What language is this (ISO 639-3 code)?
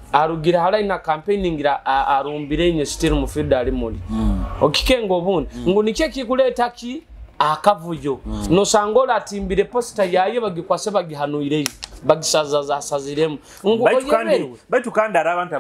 nyo